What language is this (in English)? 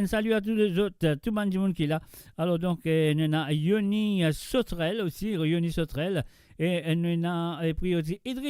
Morisyen